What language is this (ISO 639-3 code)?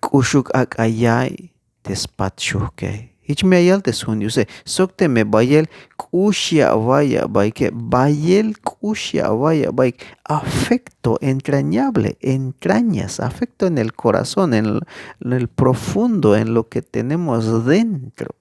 tzh